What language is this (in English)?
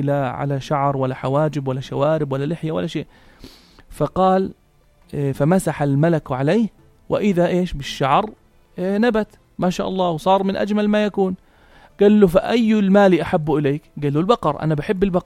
North Levantine Arabic